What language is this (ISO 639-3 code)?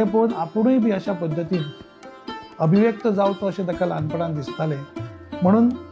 kok